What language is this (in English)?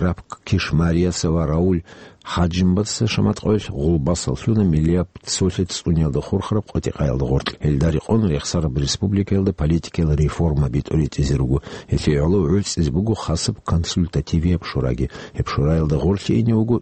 Avaric